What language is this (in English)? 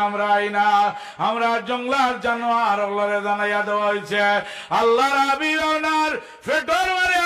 Sylheti